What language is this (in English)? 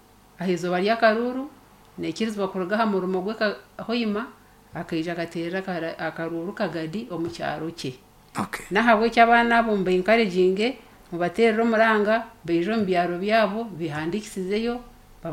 Nyankole